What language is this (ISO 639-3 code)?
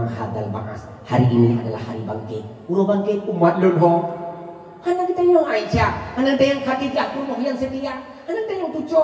ace